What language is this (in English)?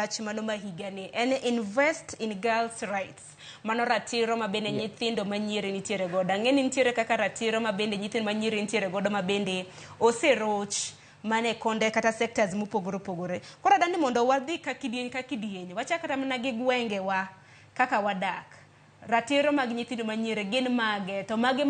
Luo (Kenya and Tanzania)